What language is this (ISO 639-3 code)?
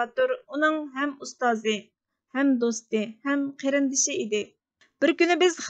uig